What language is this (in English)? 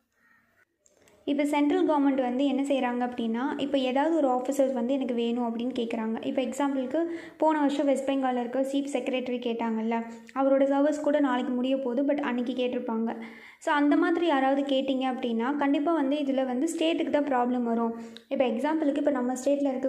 Tamil